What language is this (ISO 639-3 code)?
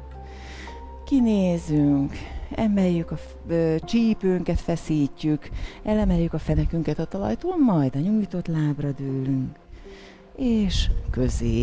hun